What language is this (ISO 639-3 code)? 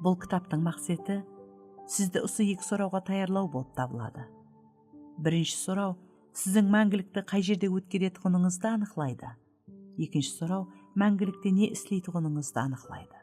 kaa